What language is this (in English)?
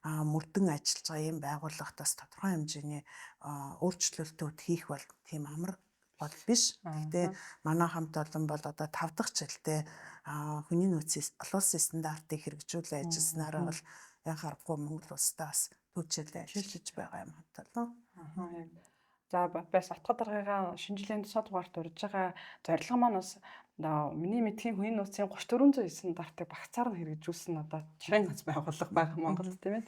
Mongolian